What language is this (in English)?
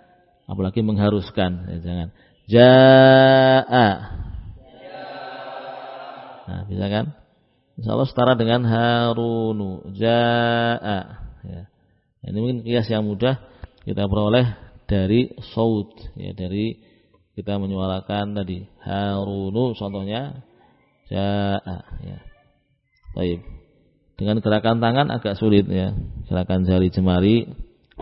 Indonesian